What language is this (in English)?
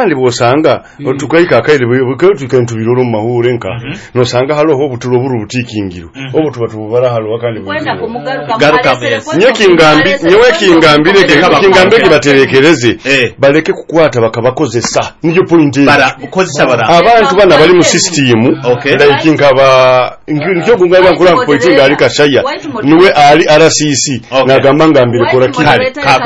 Nyoro